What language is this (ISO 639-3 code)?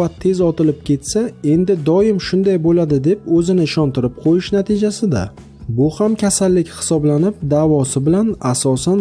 uzb